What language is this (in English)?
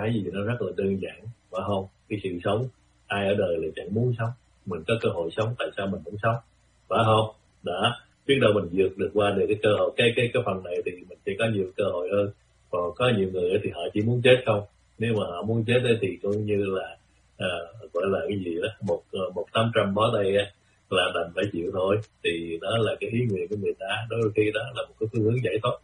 Vietnamese